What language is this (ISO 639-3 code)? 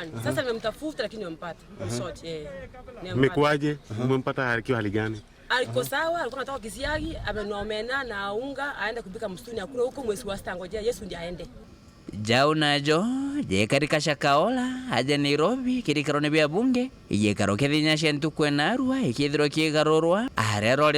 mer